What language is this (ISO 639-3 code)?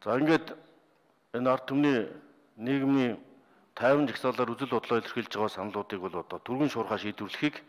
mon